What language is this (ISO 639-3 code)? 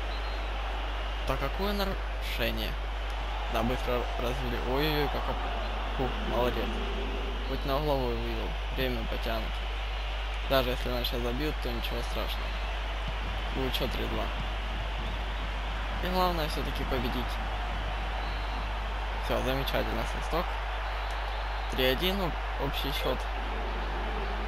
rus